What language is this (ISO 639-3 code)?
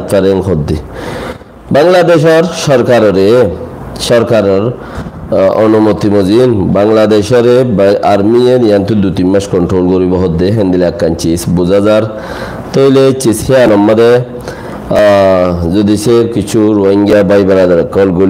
rhg